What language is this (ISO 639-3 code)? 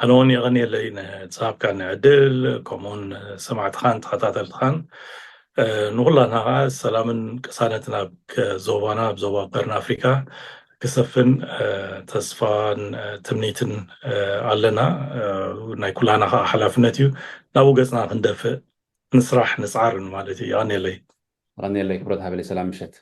tir